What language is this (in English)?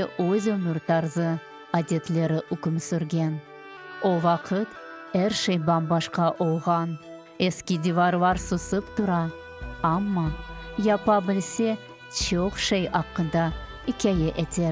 Crimean Tatar